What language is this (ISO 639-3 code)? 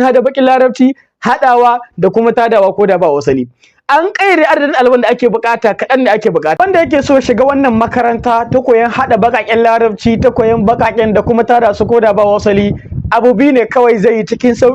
hau